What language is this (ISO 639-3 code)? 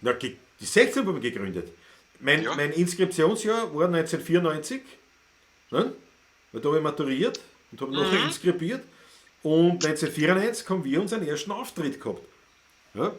bar